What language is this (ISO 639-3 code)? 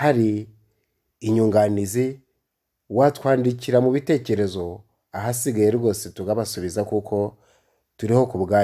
kin